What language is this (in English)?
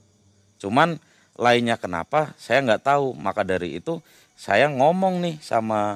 Indonesian